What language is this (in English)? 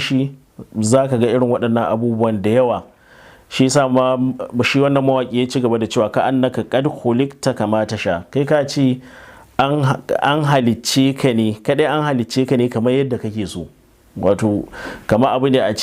Hausa